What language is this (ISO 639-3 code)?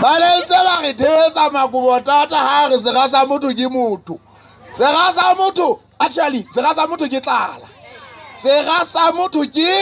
sot